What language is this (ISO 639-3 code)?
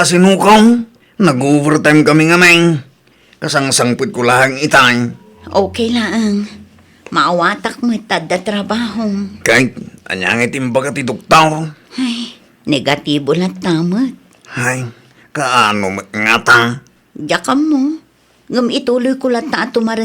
ilo